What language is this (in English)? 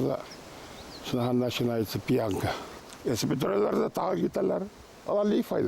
Bashkir